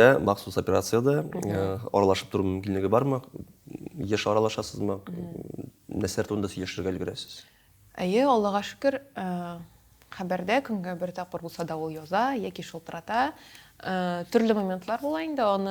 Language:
Tatar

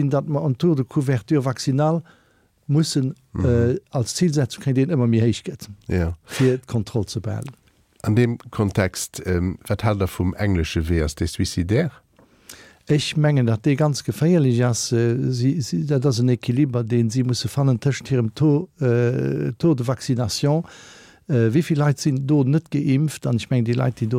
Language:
Luxembourgish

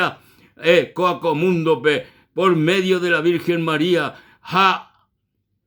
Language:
Guarani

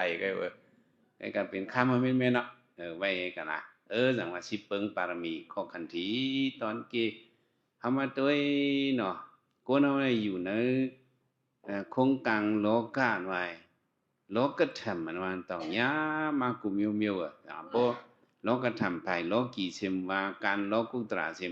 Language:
Shan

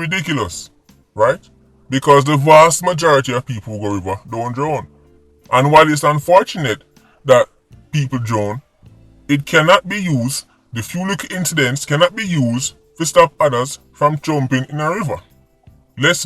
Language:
Jamaican Creole English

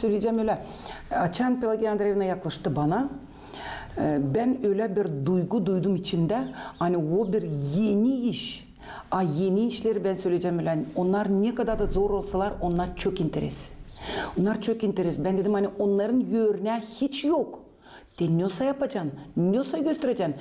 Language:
Gagauz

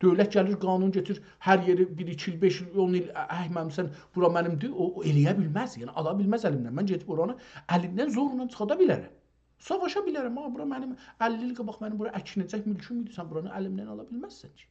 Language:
South Azerbaijani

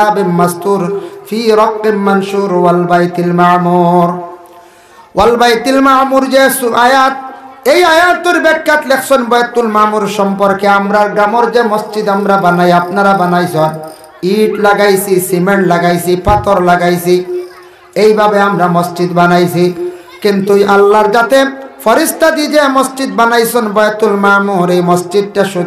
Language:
Sylheti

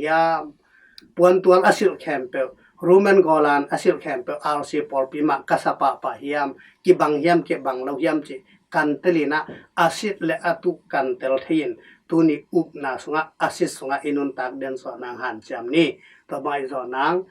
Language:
Tedim Chin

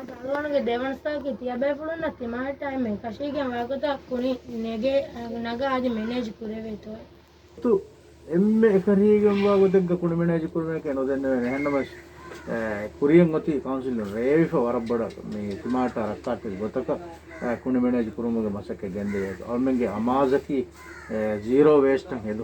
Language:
Divehi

